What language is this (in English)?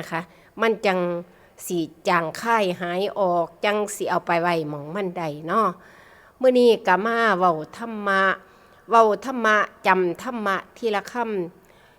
Northeastern Thai